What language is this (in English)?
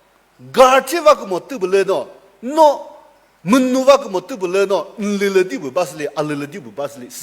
Chokri Naga